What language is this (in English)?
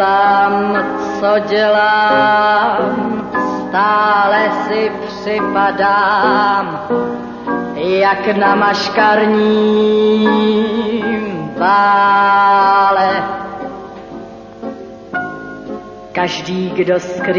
Czech